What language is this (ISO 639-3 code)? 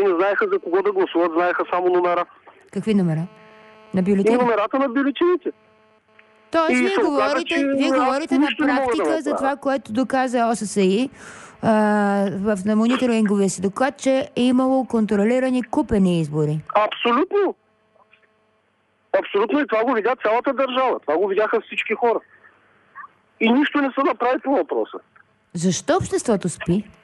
bul